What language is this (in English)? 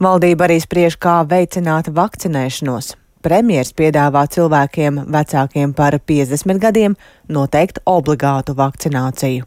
Latvian